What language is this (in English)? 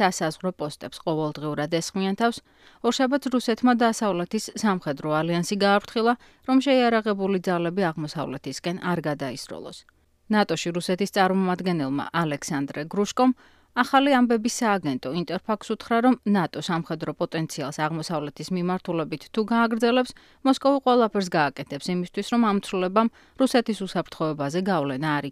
Georgian